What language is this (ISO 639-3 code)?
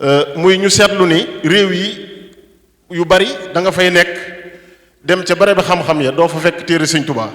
wol